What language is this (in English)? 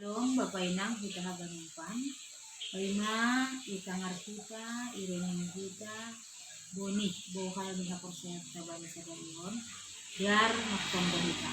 Batak Simalungun